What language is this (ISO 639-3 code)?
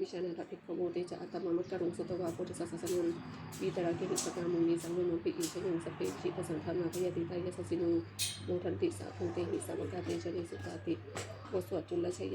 pli